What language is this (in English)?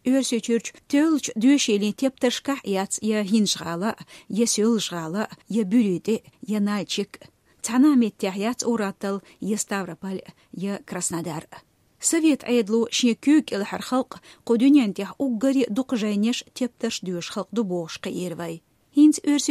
Chechen